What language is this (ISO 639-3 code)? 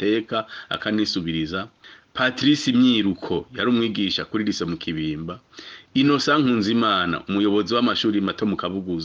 run